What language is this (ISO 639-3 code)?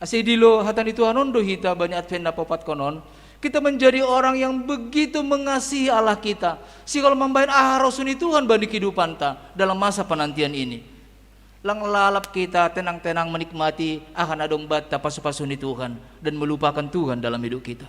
bts